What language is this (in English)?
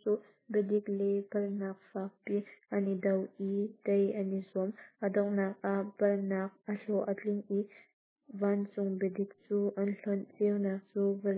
Hakha Chin